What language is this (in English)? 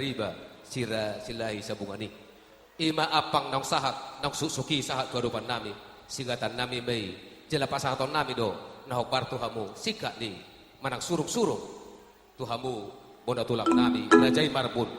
Batak Toba